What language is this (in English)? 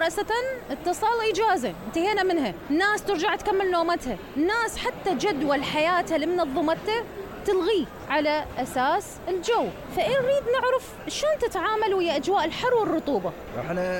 Mesopotamian Arabic